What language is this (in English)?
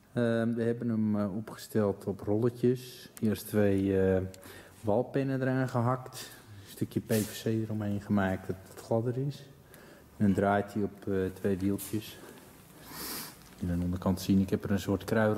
Dutch